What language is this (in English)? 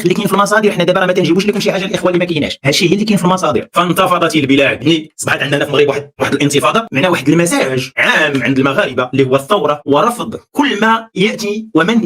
Moroccan Arabic